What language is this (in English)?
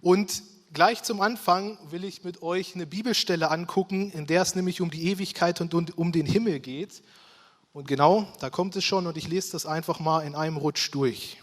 Swiss German